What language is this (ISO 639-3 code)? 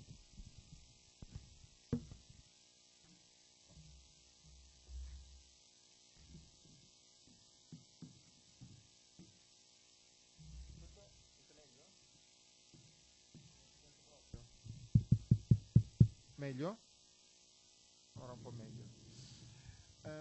ita